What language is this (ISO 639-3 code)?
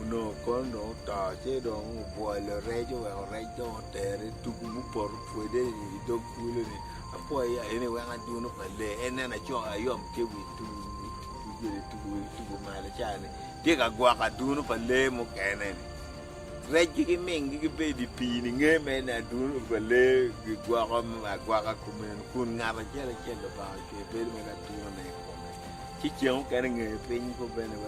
ach